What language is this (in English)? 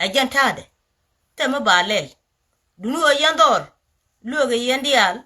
Nuer